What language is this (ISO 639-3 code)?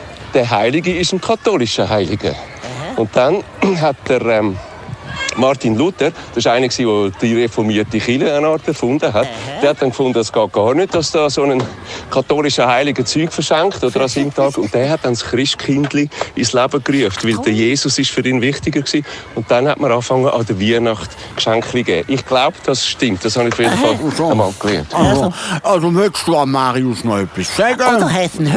gsw